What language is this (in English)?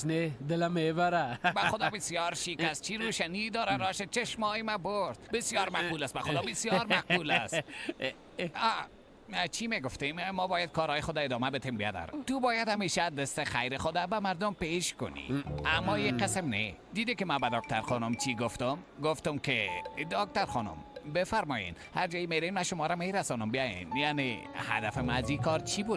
Persian